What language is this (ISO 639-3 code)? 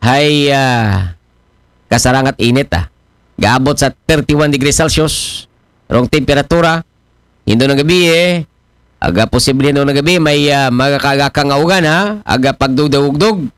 akl